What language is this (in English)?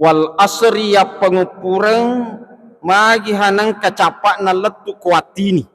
Buginese